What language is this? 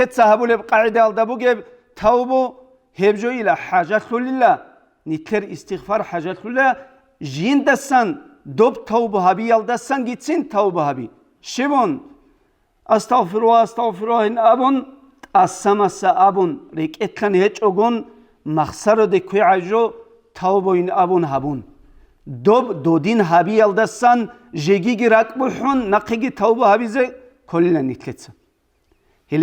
Avaric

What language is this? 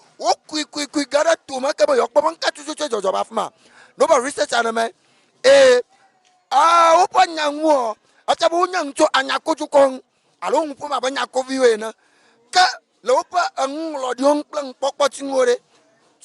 Ewe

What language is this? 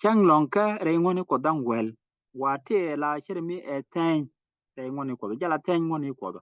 Nuer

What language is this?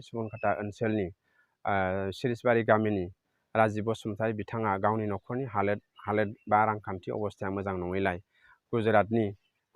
Bodo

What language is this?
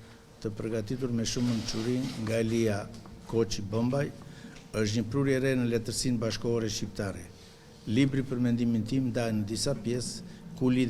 Albanian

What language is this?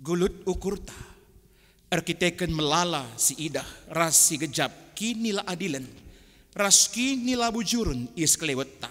Batak Karo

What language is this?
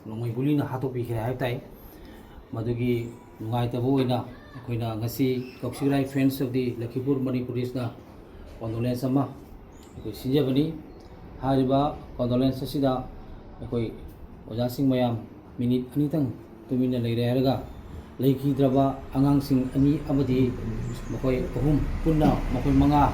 Manipuri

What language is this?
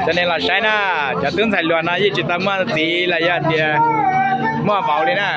Hmong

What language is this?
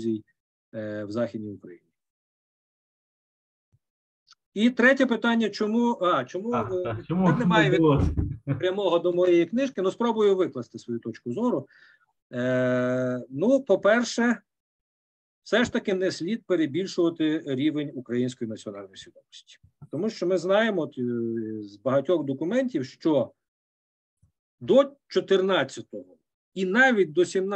Ukrainian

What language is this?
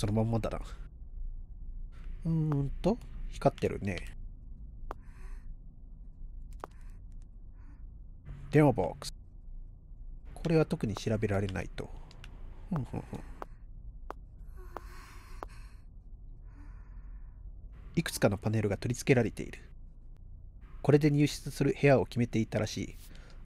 Japanese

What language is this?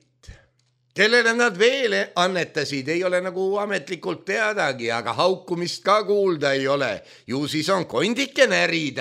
Estonian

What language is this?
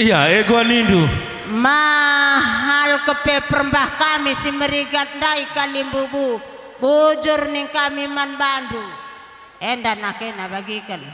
Batak Karo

